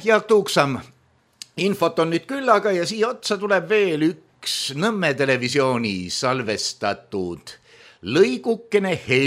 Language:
Estonian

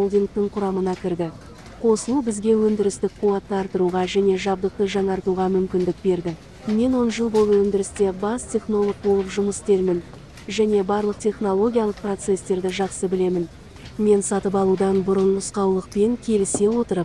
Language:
Kazakh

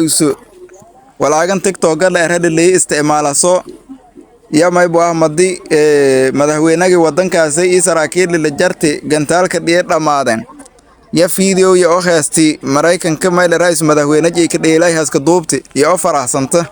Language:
Somali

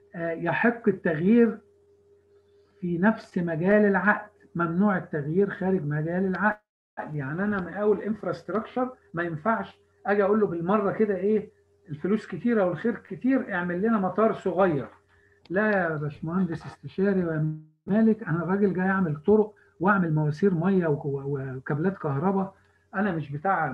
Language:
Egyptian Arabic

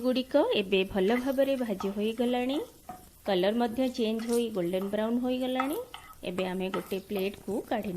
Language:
Odia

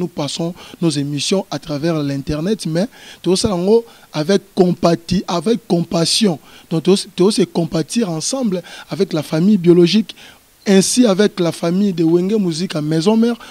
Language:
Lingala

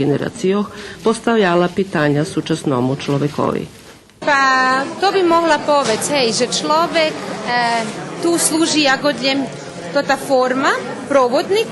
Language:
Rusyn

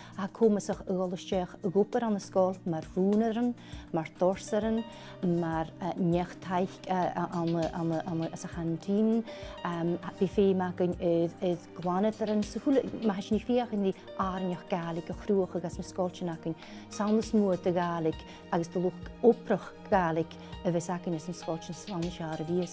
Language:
Scottish Gaelic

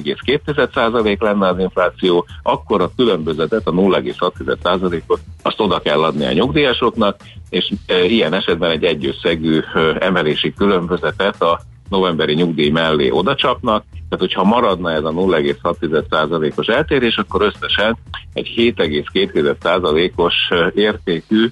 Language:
Hungarian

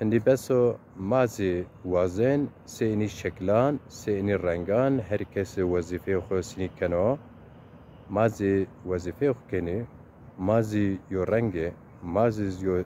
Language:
Zaza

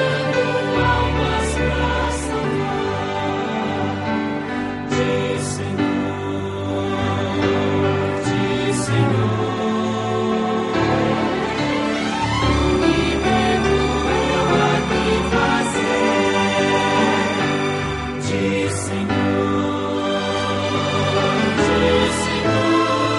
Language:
Portuguese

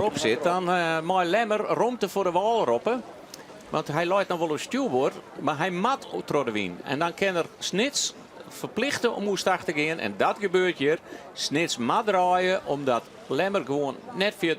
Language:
Western Frisian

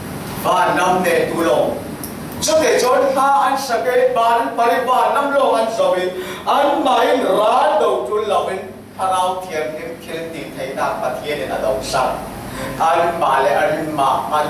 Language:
Falam Chin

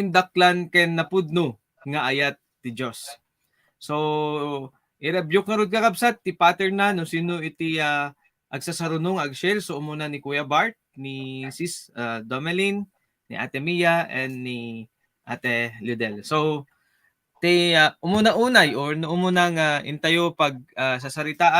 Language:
Iloko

